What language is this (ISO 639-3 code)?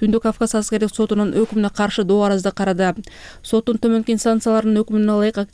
kir